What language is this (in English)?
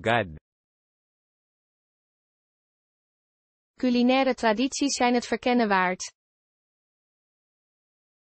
Dutch